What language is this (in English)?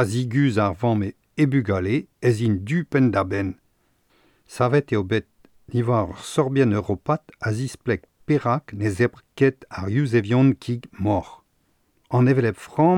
Breton